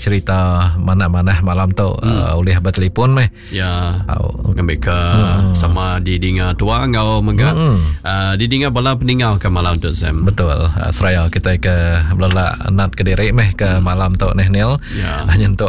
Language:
Iban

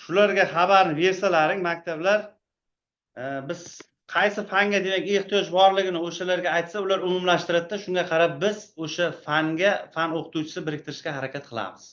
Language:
Uzbek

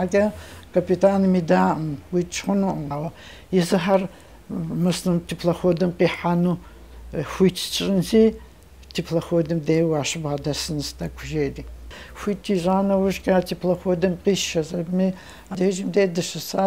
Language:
Kabardian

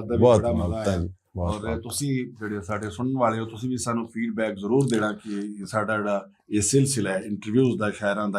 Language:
Western Panjabi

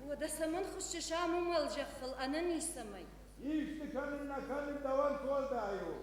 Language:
Ossetic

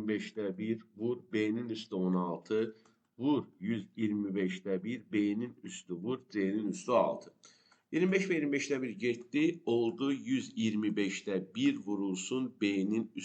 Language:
Azerbaijani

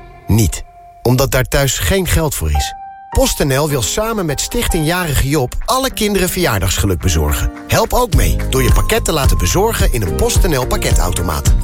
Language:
Dutch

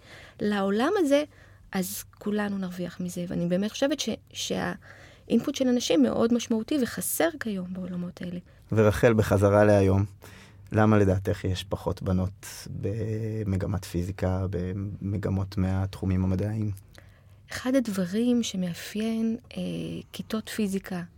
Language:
Hebrew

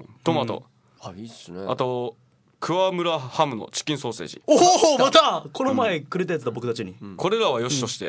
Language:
Japanese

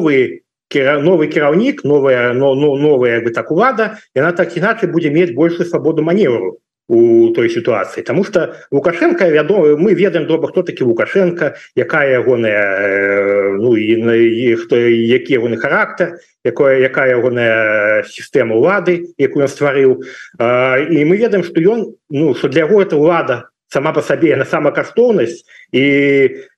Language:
Belarusian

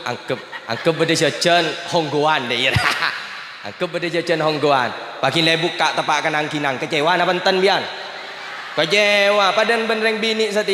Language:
Madurese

